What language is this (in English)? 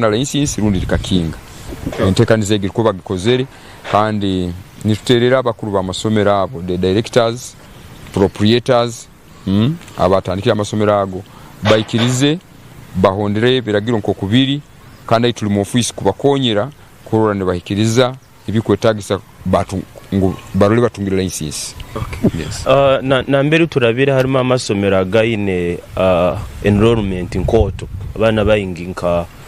Nyankole